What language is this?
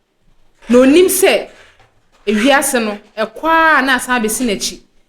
Akan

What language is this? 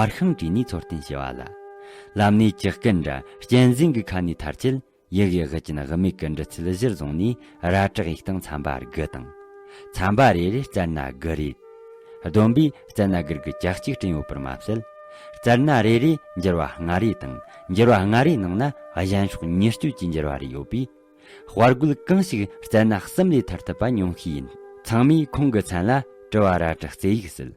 Tibetan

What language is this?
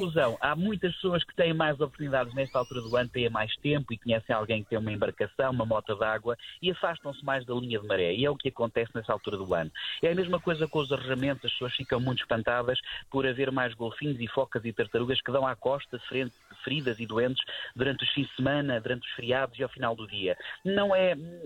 Portuguese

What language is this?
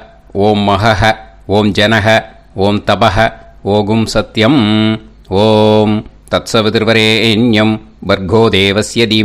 Tamil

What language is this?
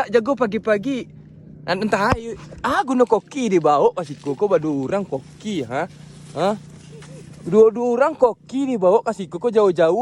Minangkabau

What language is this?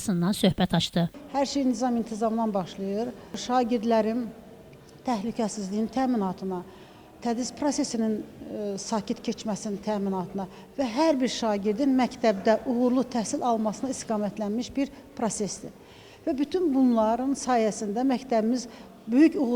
Azerbaijani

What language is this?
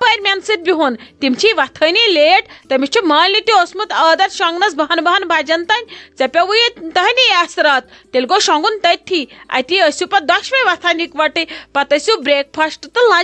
Kashmiri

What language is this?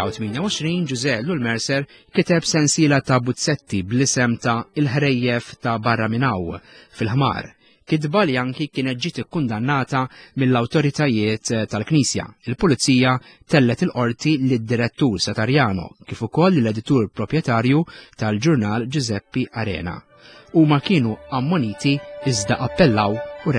Maltese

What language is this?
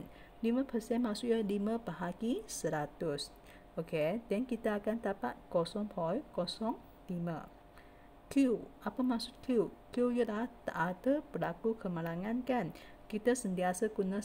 Malay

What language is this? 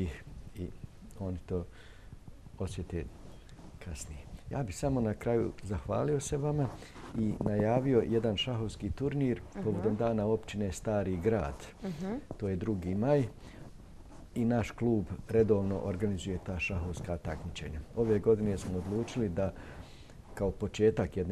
Bosnian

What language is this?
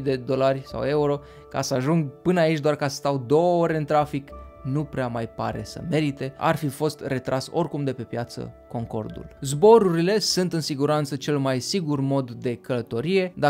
Romanian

